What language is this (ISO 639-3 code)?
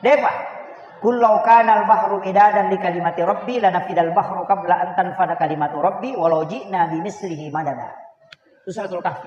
bug